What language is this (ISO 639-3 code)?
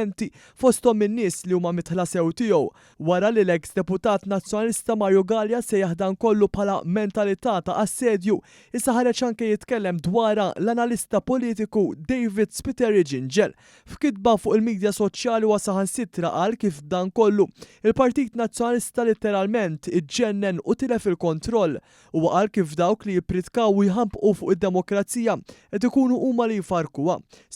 mlt